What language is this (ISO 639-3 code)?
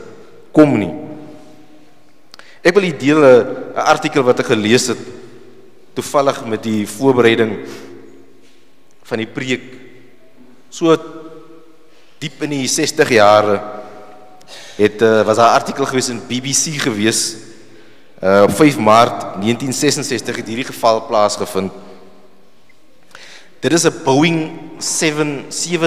afr